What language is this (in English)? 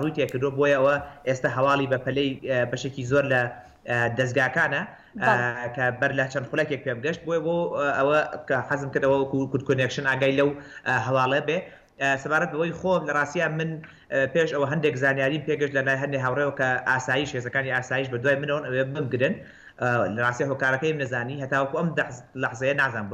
Central Kurdish